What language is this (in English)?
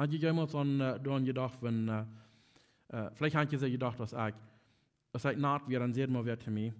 Plautdietsch